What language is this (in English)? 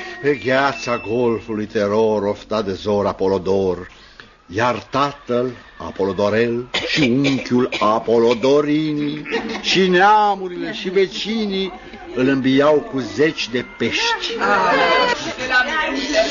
Romanian